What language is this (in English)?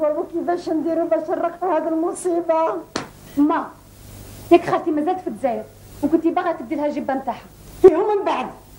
Algerian Arabic